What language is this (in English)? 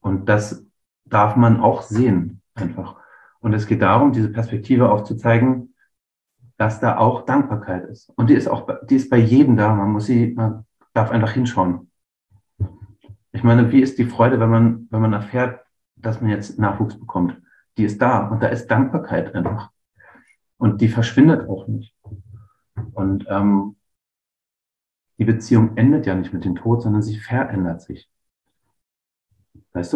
German